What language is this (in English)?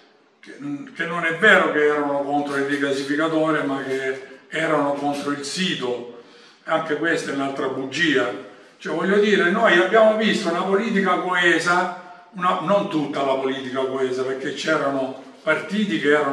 Italian